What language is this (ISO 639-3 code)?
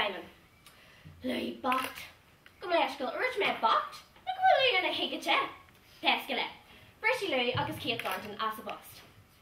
gle